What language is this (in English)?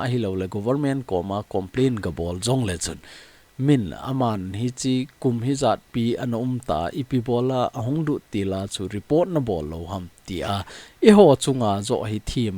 Thado Chin